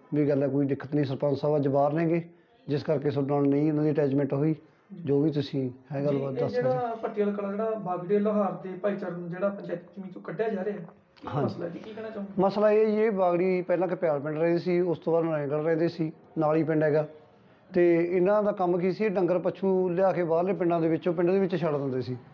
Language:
Punjabi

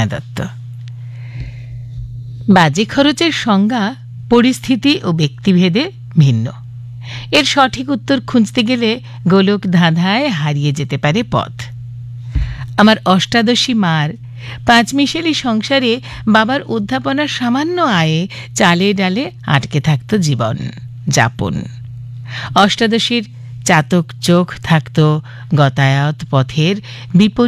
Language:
Bangla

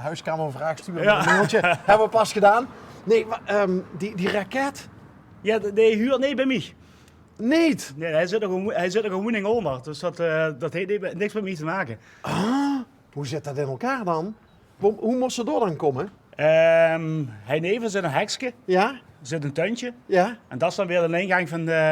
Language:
Limburgish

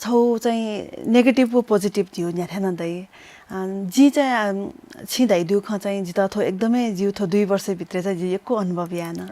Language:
Newari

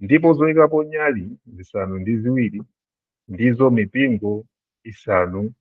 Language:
Nyanja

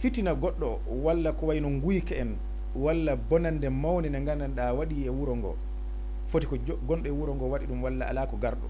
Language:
Fula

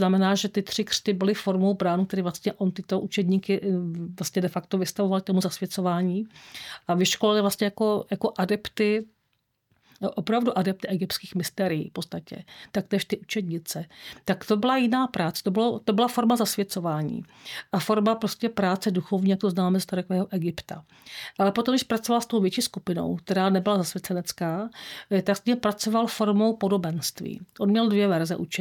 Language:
Czech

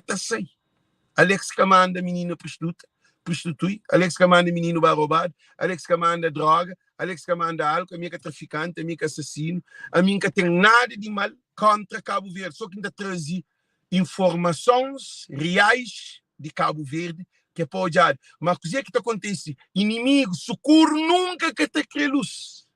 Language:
Kabuverdianu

